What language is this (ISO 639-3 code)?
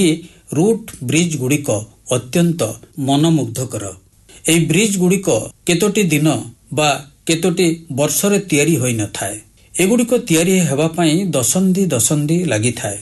ori